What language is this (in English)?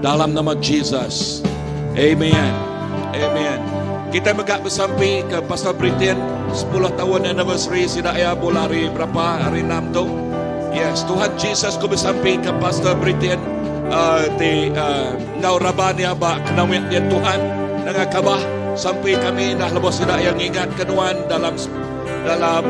Iban